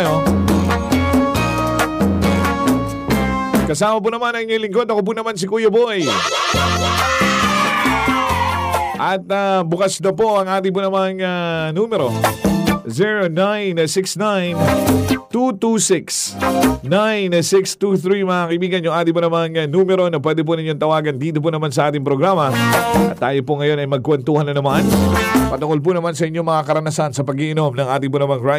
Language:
Filipino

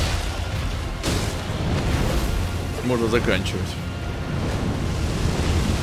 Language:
Russian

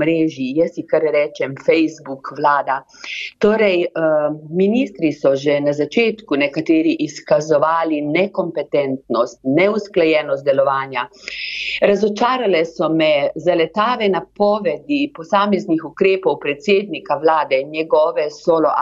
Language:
Slovenian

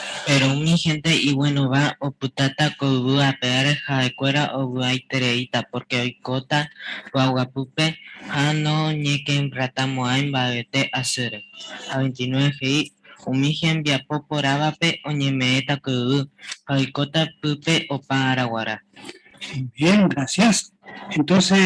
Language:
Guarani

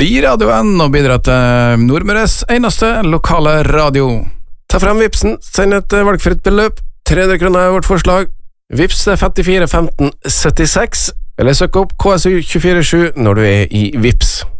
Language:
Norwegian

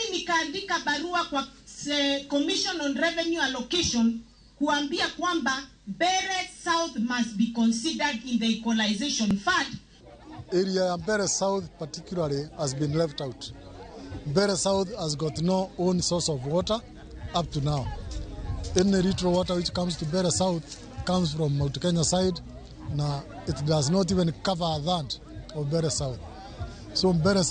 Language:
Luo (Kenya and Tanzania)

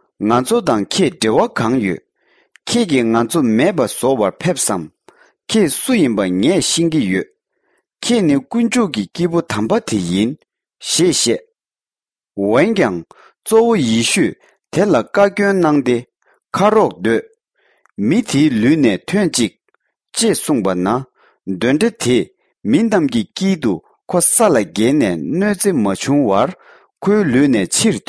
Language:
Tibetan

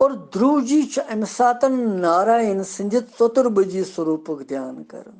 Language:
Kashmiri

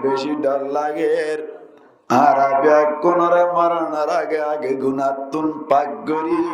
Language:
Rohingya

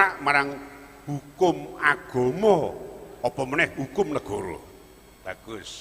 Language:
Javanese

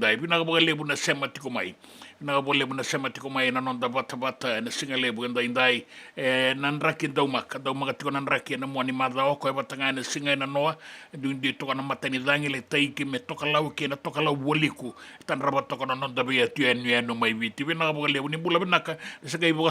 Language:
Fijian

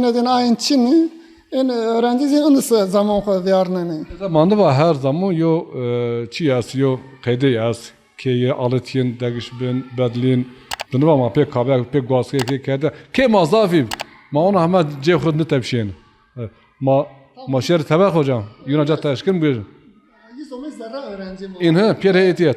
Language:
Zaza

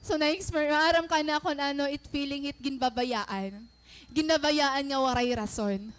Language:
Waray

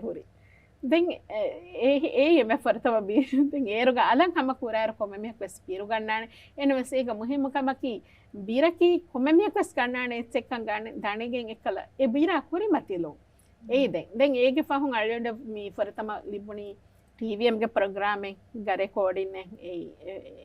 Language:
Divehi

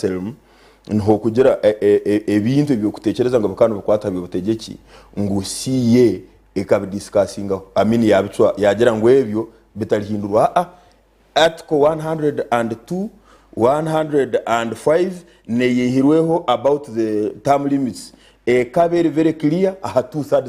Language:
Nyankole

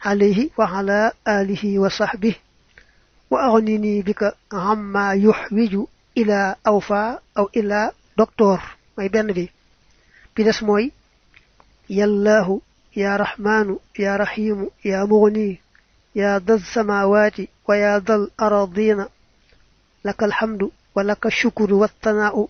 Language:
Wolof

